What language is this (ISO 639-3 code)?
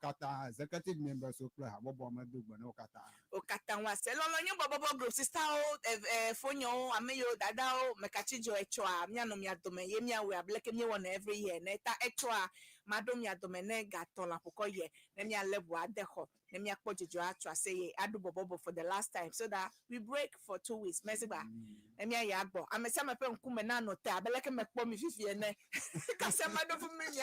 ewe